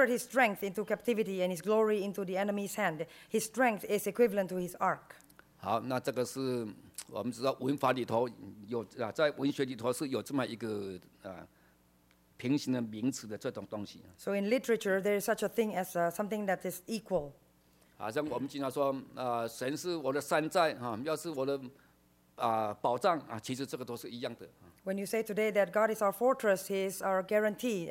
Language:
Chinese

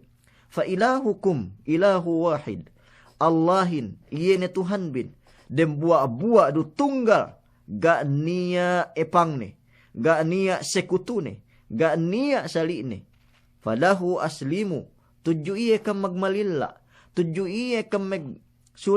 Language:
Yakan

